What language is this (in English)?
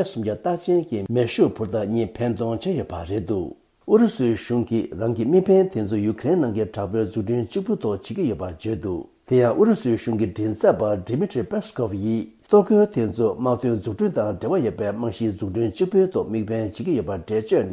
Tibetan